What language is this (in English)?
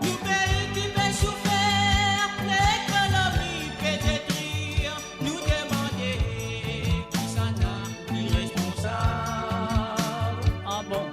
Morisyen